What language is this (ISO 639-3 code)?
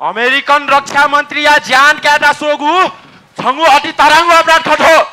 new